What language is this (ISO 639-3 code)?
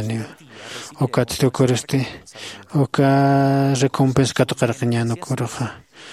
aym